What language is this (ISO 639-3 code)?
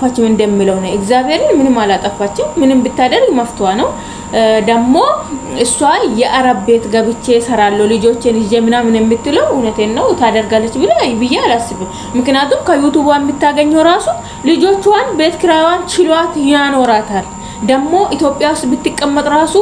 amh